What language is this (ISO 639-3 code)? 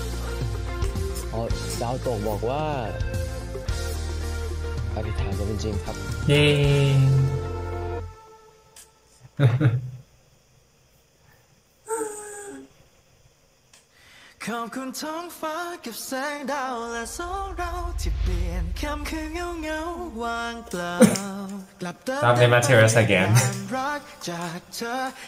tha